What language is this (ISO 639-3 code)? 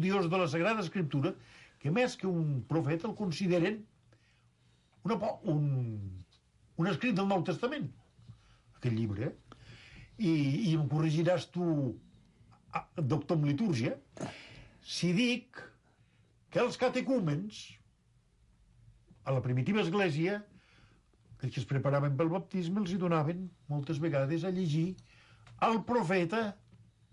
cat